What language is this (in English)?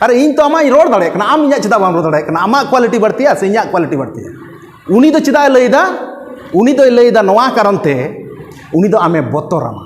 Santali